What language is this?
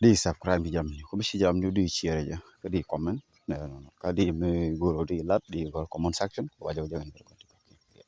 Nuer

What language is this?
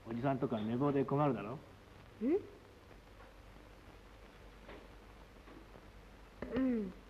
Japanese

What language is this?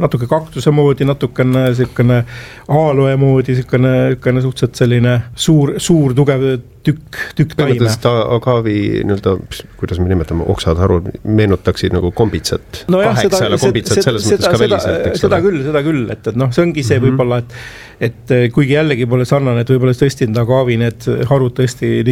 Estonian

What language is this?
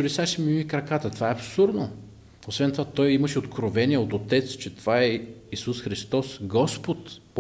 Bulgarian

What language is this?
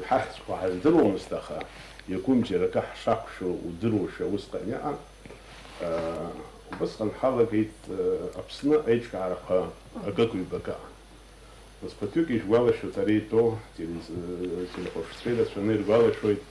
Abkhazian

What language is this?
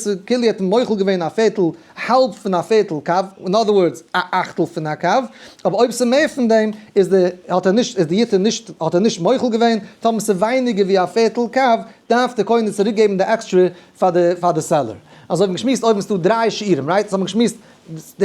Yiddish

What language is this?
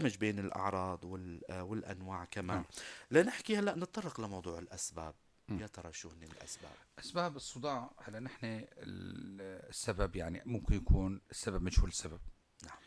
North Levantine Arabic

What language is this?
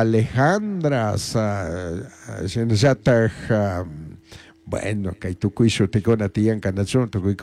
Chimborazo Highland Quichua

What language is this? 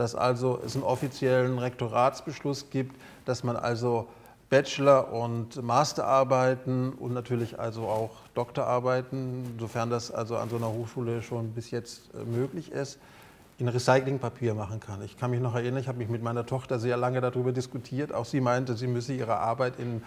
German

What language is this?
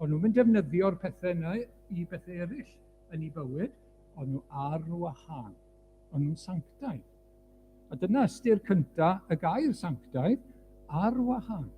Welsh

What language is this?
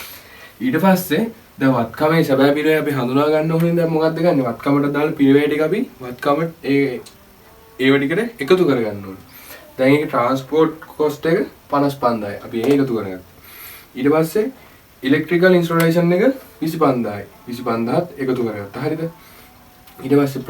Sinhala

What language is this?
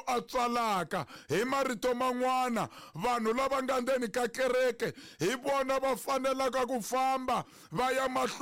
Tsonga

